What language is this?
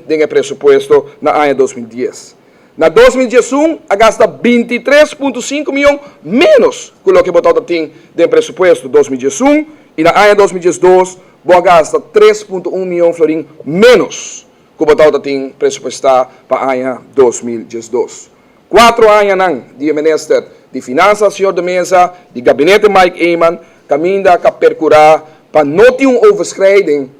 Papiamento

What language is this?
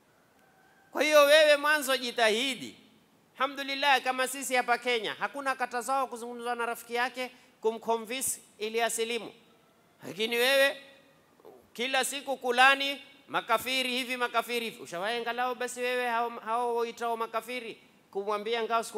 Swahili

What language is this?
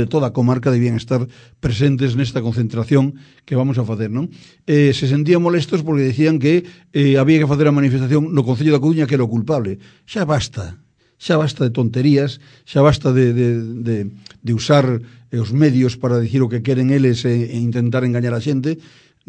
Galician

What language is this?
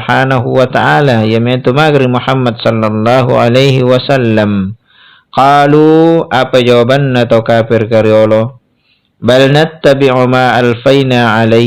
Makasar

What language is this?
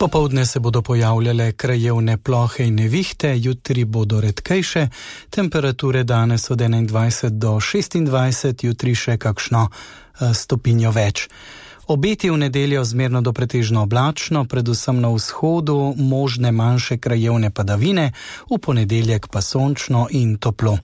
Slovenian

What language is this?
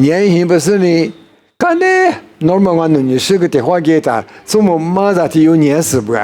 Lisu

